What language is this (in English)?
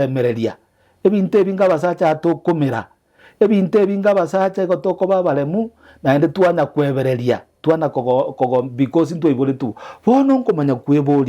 Gusii